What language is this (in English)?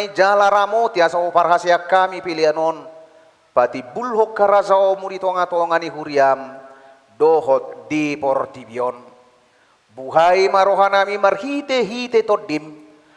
Batak Toba